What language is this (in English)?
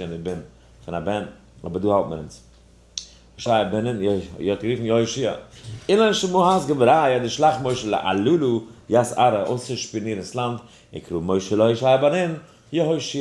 Yiddish